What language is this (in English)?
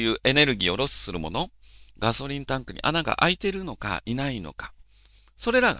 Japanese